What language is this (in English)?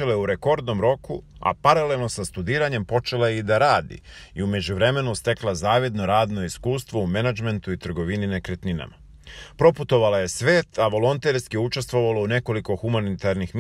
Serbian